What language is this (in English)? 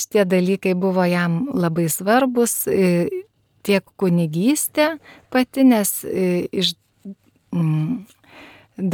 Lithuanian